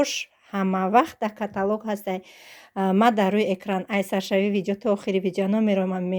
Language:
Tajik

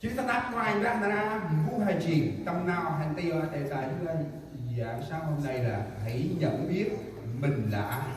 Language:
Central Mnong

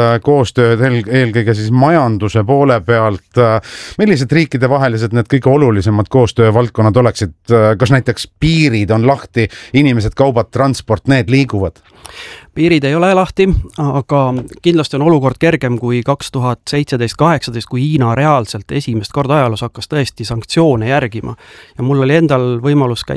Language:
Estonian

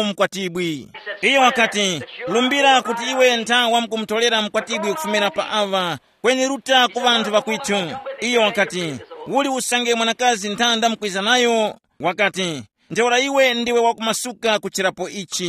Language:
Tumbuka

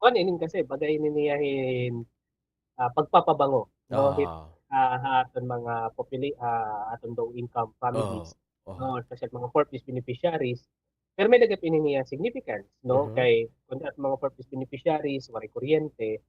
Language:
Waray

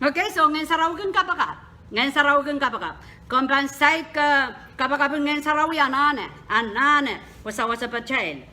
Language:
Pohnpeian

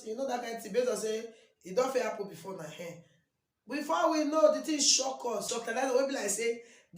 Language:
Nigerian Pidgin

